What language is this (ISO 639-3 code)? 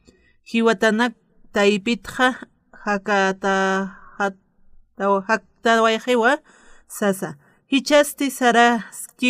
aym